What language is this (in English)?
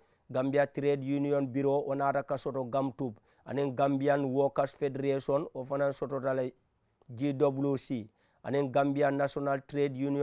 Mandingo